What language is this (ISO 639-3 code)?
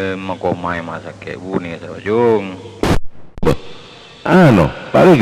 mad